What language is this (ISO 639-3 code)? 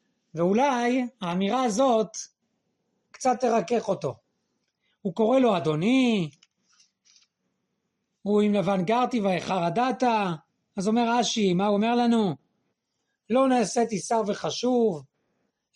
heb